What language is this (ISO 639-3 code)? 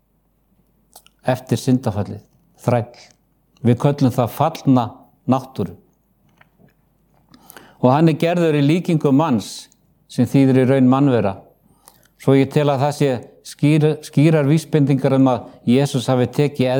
isl